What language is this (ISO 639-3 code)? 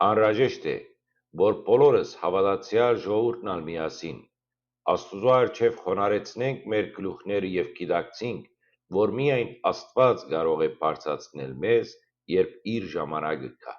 hyw